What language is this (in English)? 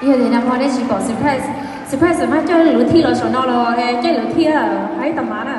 Hmong